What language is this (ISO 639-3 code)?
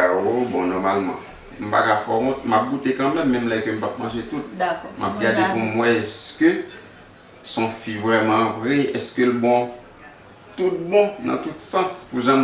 hat